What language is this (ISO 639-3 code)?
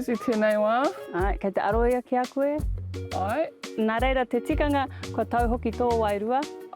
mri